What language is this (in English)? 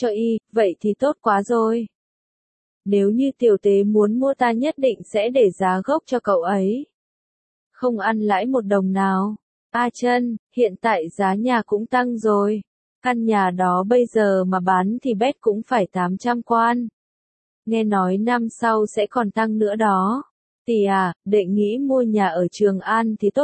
Vietnamese